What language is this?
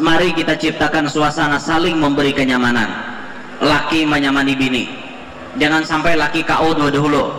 Banjar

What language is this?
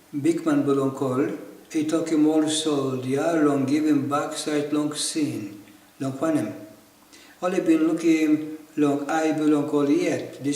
Tok Pisin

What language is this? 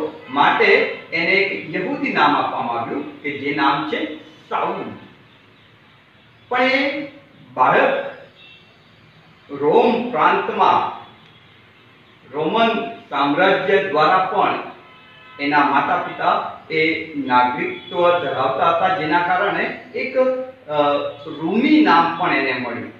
Gujarati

